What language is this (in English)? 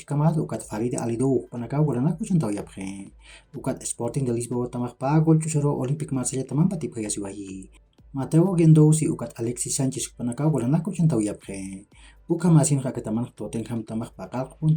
Aymara